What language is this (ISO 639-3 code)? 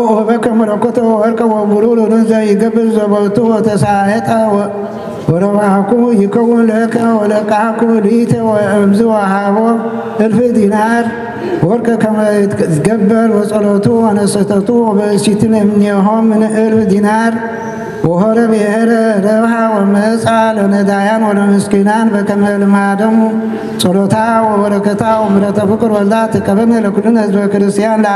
gez